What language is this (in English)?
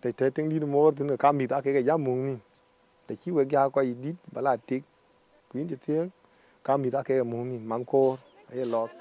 Dinka